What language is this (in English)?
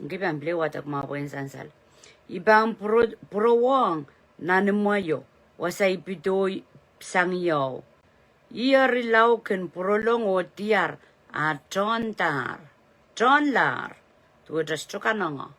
Pohnpeian